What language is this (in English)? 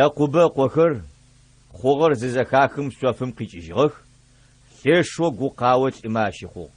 Adyghe